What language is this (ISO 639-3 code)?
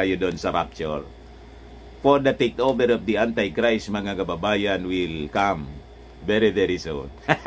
fil